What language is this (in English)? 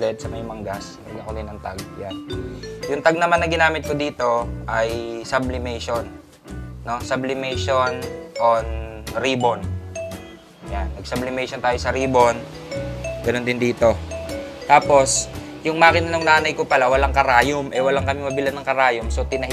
Filipino